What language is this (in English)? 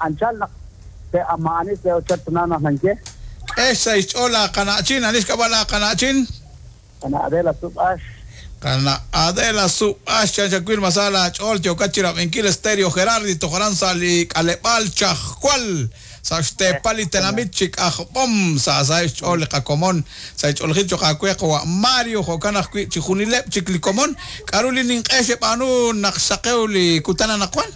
Kekchí